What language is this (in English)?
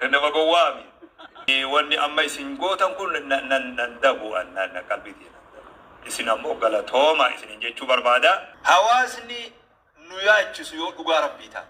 Oromo